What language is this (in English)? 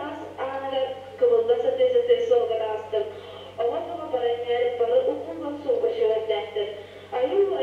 Yakut